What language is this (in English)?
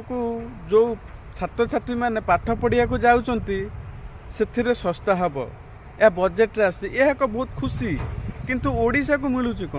Odia